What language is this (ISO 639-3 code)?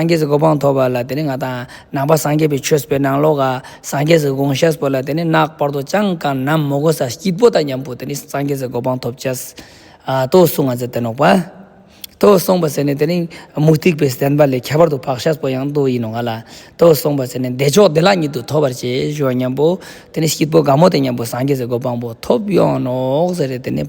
lbj